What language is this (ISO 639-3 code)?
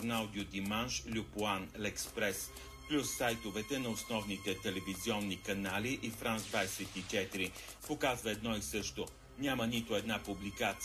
bul